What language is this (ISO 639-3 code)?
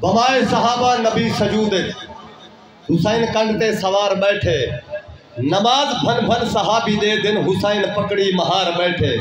skr